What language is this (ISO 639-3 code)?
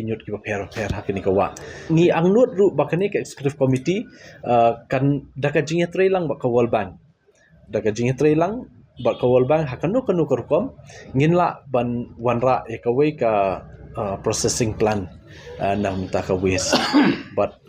kha